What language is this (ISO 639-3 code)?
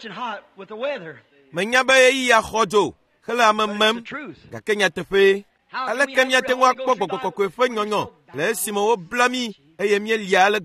ewe